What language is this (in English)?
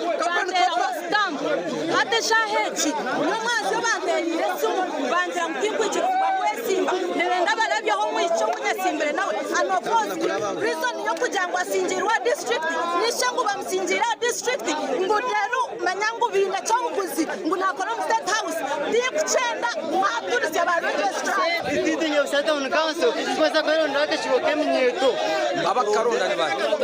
Nyankole